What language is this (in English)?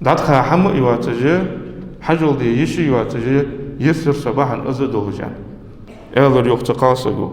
Ingush